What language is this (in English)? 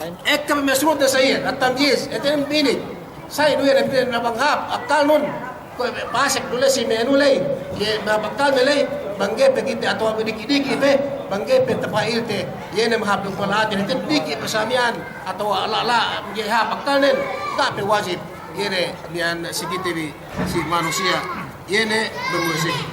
Yakan